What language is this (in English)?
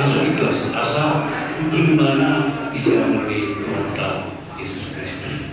Batak Toba